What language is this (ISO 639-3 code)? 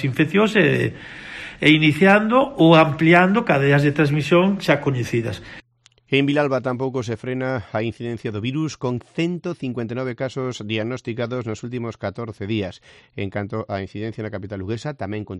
glg